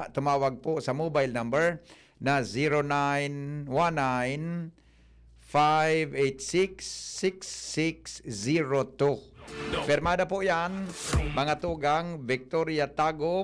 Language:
Bikol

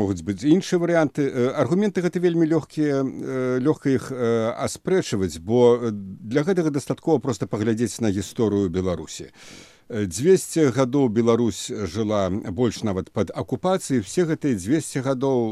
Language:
Belarusian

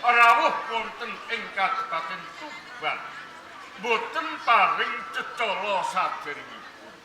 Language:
Javanese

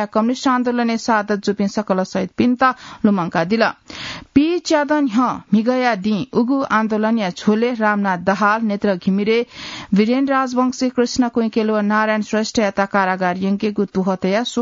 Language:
Newari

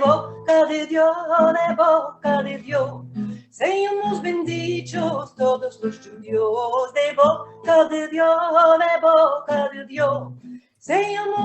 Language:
Ladino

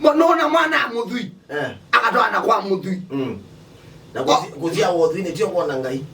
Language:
Kamba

